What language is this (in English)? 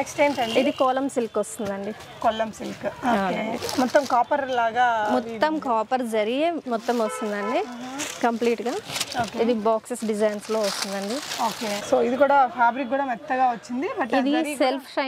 Telugu